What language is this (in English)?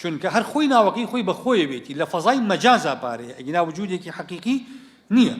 Central Kurdish